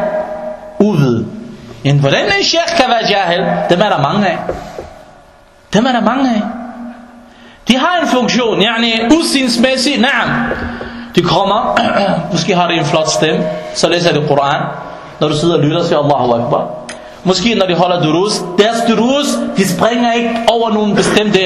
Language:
Danish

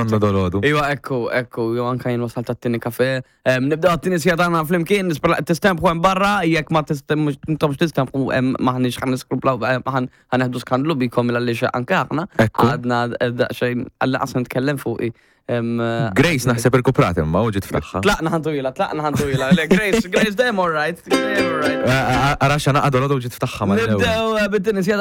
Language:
Maltese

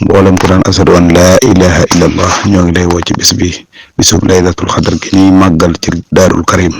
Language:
Wolof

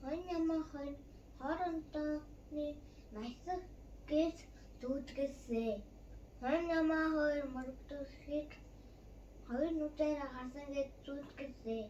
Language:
Mongolian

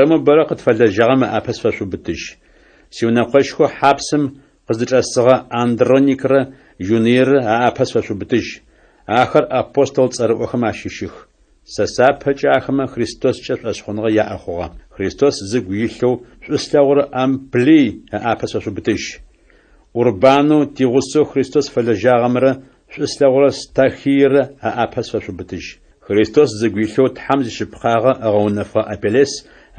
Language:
Adyghe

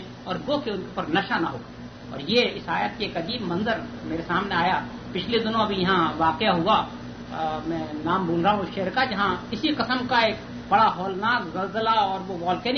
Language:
Urdu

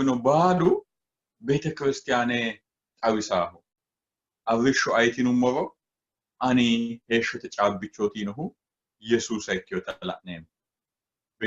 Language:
Sidamo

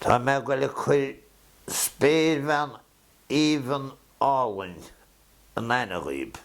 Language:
Irish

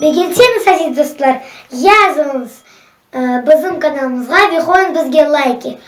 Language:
Crimean Tatar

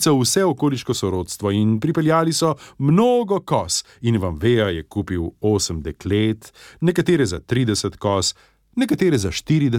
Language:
Slovenian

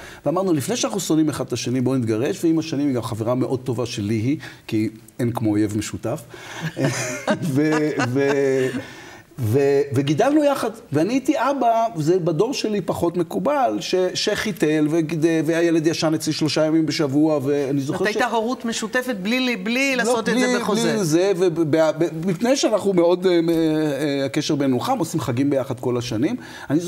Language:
Hebrew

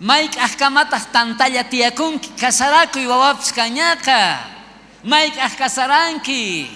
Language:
South Bolivian Quechua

